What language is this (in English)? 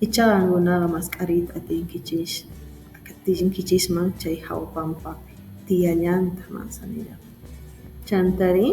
Quechua